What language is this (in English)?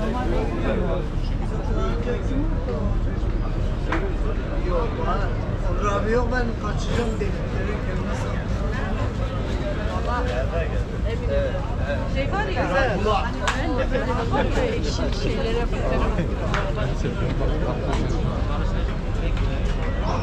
Turkish